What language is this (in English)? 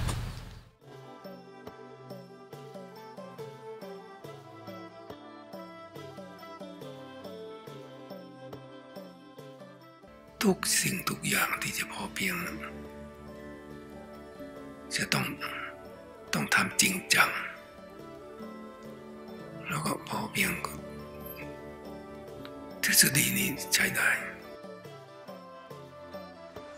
Thai